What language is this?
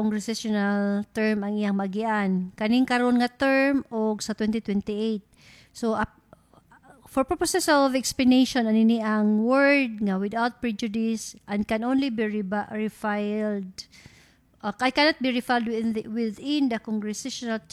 Cebuano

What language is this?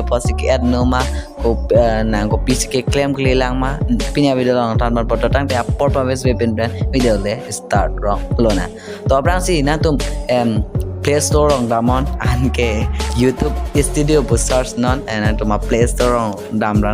Karbi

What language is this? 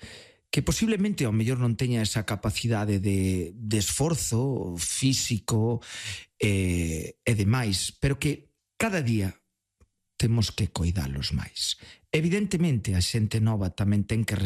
Galician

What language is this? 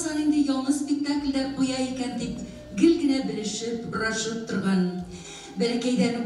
Bashkir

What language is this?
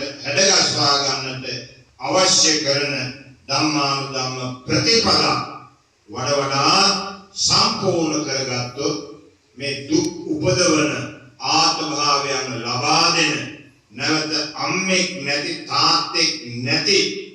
Sinhala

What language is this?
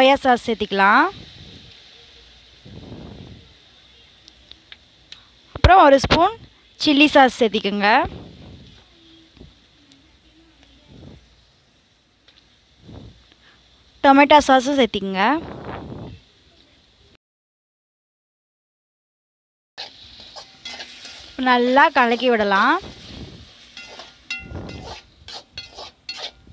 Tamil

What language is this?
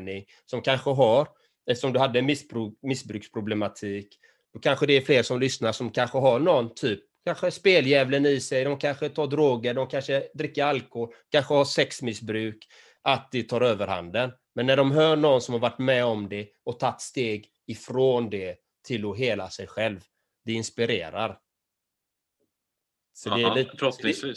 Swedish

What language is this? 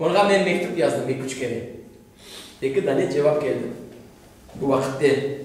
Crimean Tatar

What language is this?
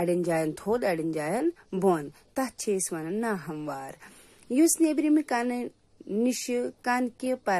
Kashmiri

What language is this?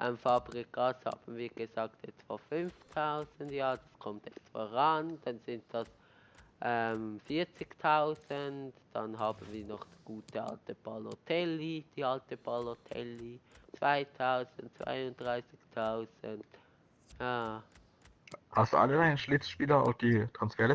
Swiss German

